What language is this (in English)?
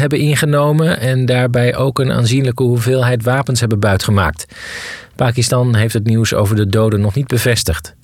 Dutch